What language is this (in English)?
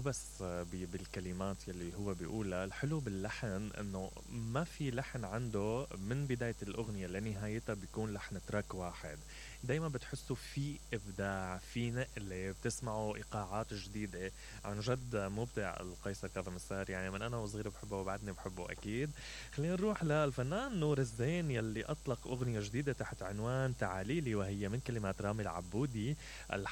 Mesopotamian Arabic